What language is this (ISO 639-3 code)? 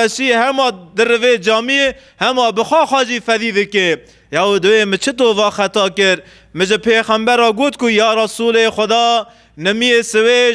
kur